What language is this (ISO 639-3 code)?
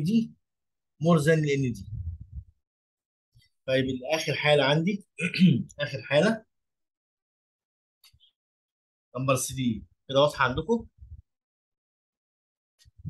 arz